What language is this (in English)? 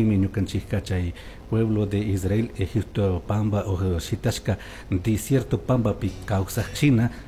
Chimborazo Highland Quichua